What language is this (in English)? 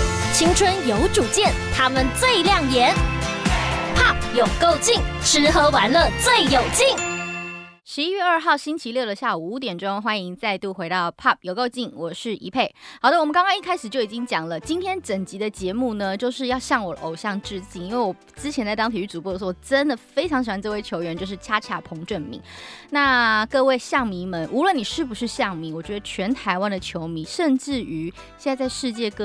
Chinese